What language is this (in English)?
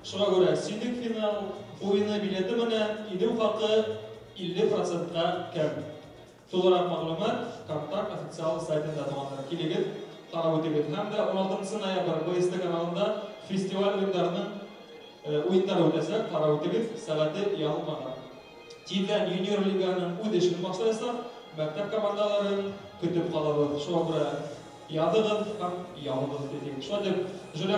Bashkir